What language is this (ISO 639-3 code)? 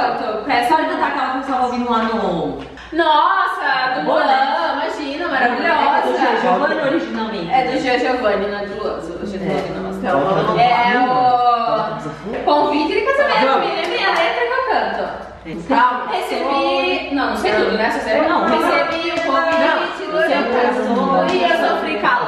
por